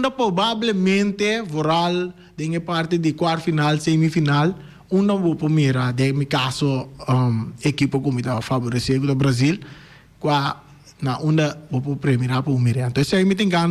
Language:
Papiamento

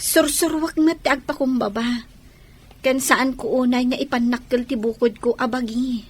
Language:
Iloko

